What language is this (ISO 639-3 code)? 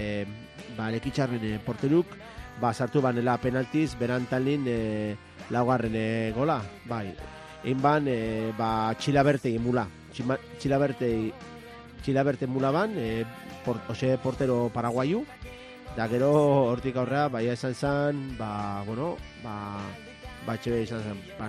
eus